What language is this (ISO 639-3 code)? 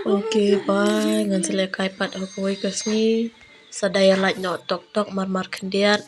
kha